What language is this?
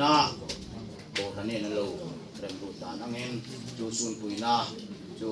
Hmar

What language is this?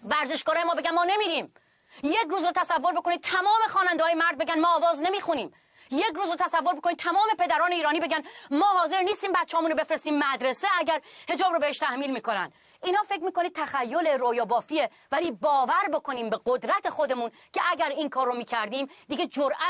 Persian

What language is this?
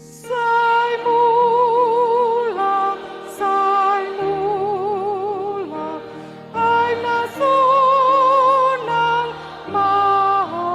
Batak Toba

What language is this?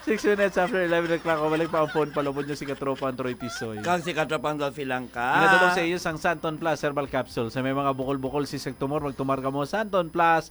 Hiligaynon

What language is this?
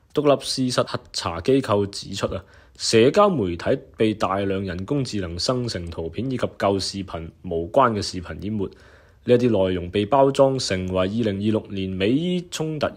Cantonese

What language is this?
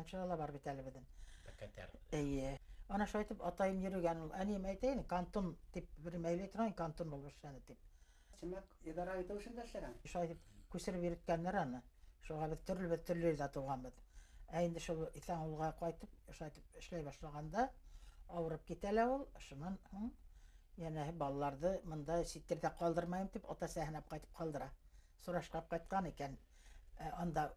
Bashkir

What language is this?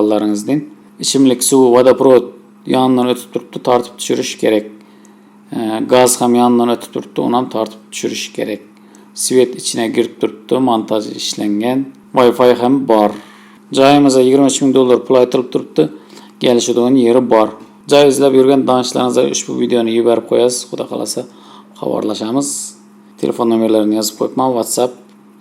Uzbek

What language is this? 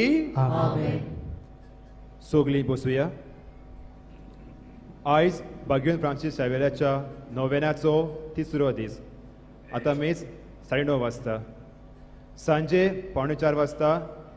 Konkani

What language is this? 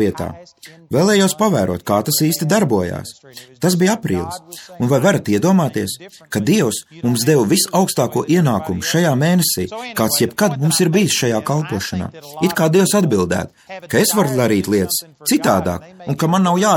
Latvian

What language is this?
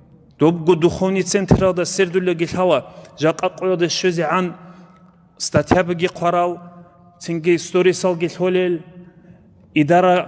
Avaric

